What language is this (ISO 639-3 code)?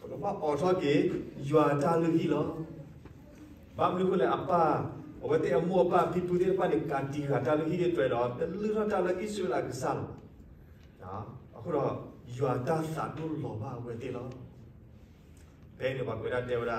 ksw